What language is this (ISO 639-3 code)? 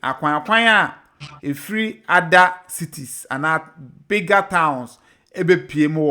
aka